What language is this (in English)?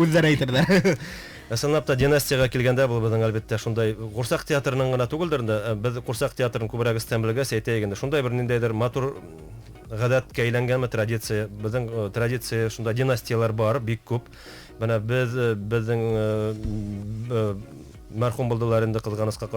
Bashkir